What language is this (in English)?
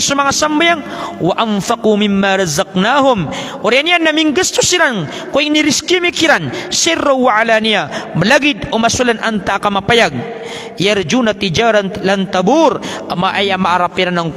Maranao